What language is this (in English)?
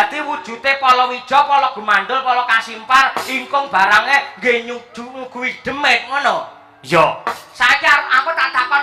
Javanese